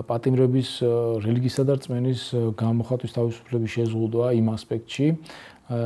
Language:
Georgian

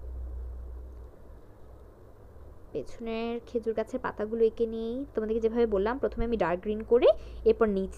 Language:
Bangla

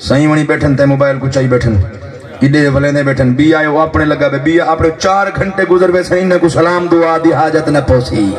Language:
Saraiki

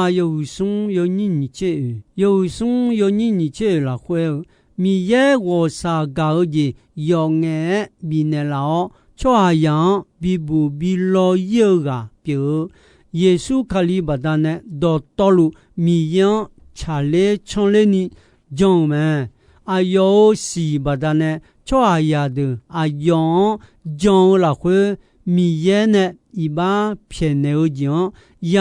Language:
Akha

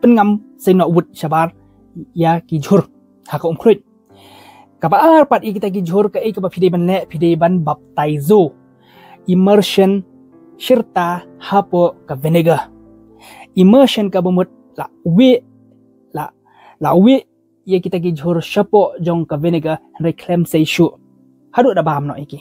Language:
Khasi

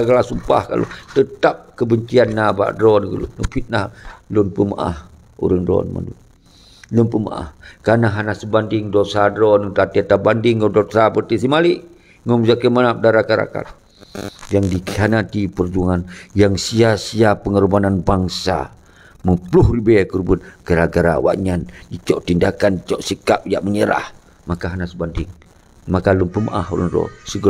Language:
Achinese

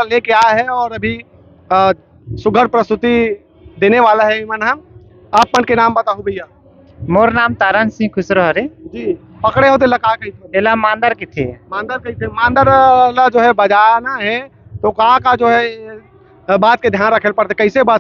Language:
Chhattisgarhi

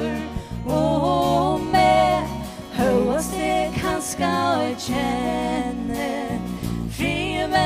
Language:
Faroese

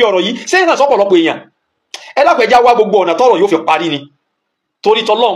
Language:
Yoruba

